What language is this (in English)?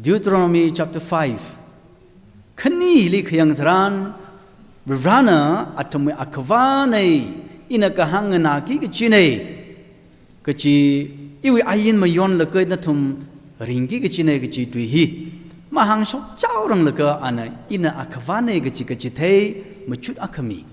Tangkhul Naga (India)